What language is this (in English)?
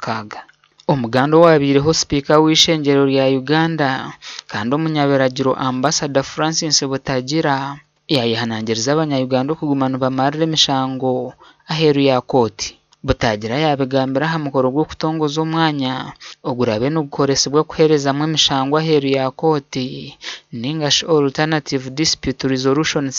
Nyankole